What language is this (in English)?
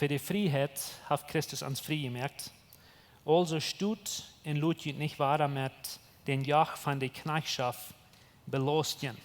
Plautdietsch